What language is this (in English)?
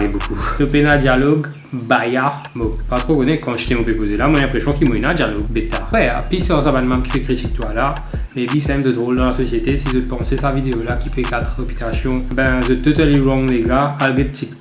Morisyen